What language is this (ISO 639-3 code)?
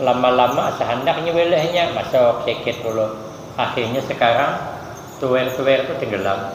bjn